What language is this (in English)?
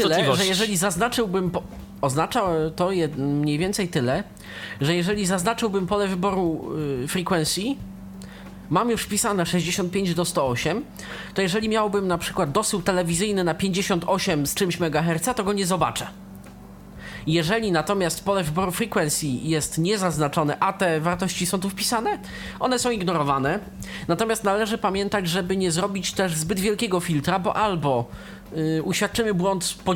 Polish